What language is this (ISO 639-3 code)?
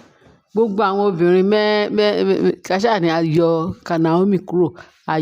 yor